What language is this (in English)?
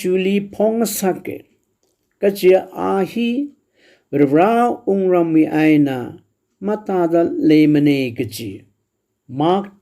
Tangkhul Naga (India)